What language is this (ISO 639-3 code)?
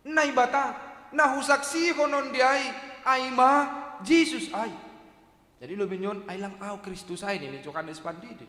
bts